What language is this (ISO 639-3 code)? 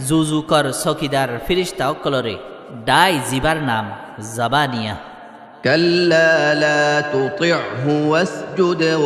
rhg